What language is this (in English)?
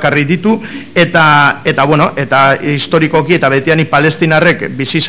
Basque